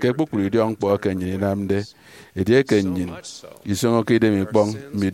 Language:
Efik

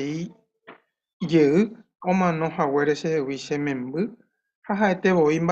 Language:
Guarani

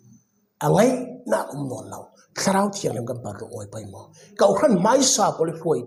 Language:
Falam Chin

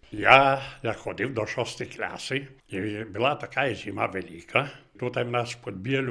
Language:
Ukrainian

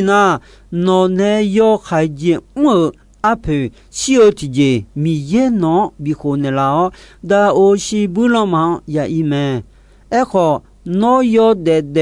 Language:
Akha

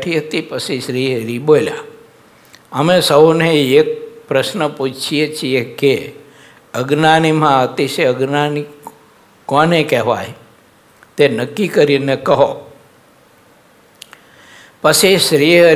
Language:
Gujarati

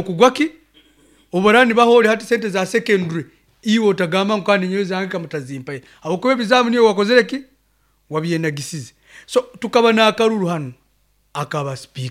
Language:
Nyankole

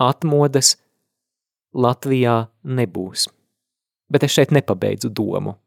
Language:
Latvian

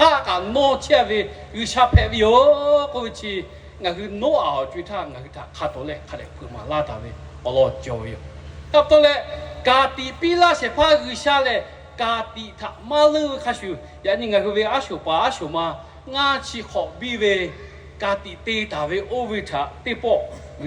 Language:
Lahu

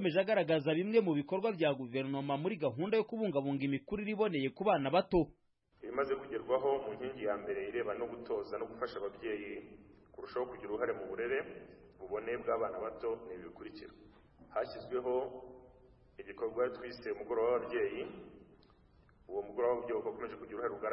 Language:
Kinyarwanda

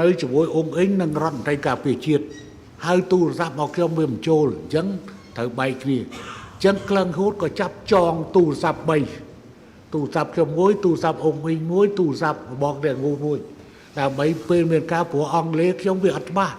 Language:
Khmer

